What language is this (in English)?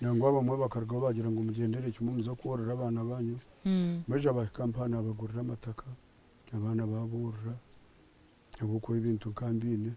Nyankole